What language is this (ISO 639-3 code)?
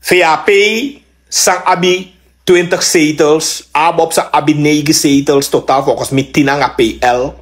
srn